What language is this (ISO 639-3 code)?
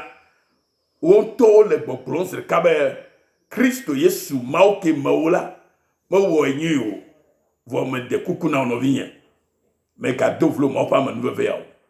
ewe